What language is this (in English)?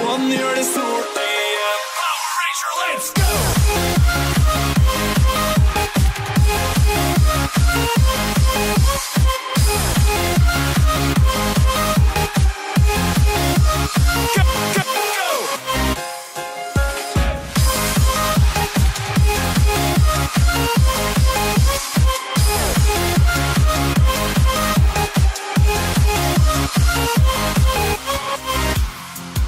Norwegian